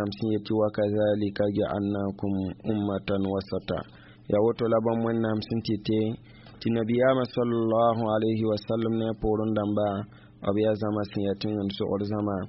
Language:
Mossi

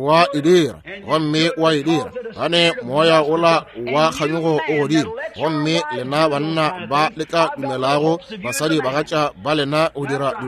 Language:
Northern Sotho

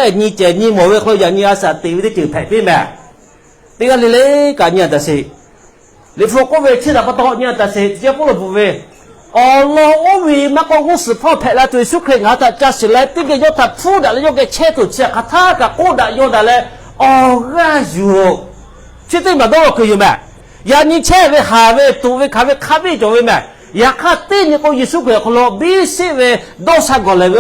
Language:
Lahu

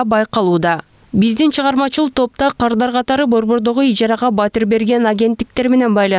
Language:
Kyrgyz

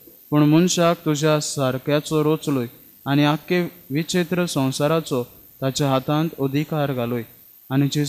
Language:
Konkani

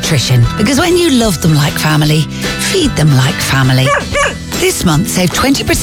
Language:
English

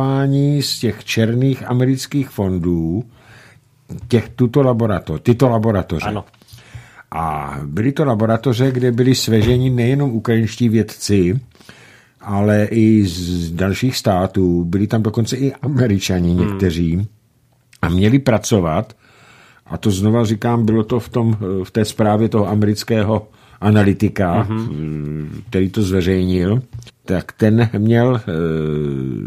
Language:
Czech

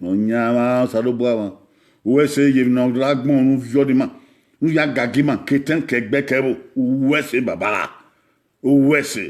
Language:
Bini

